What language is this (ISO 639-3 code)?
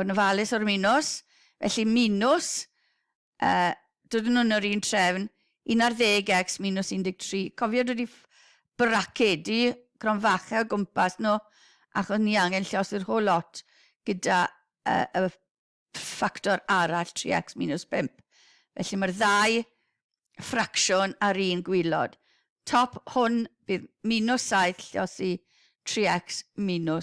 cym